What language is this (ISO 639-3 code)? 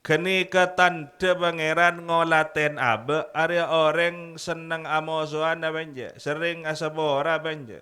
mad